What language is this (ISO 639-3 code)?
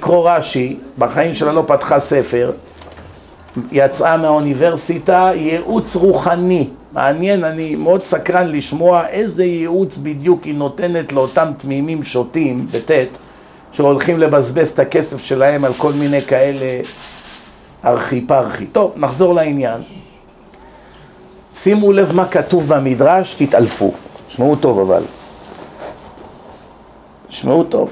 heb